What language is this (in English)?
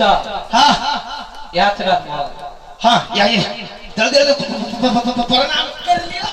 Maithili